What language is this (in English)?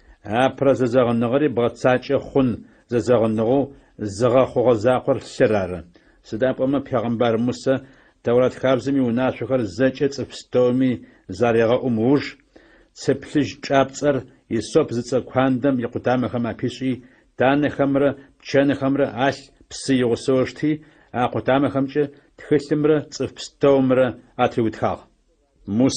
Adyghe